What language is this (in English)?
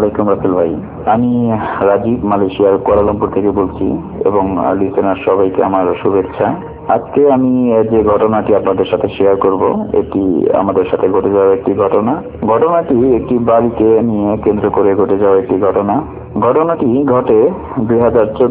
Bangla